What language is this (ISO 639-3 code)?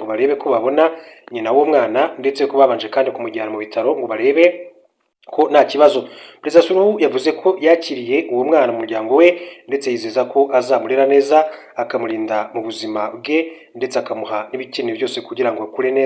kin